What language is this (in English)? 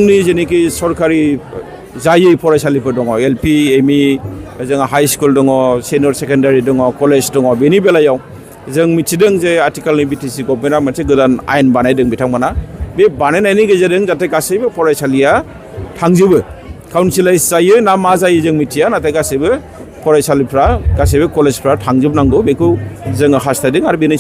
Bodo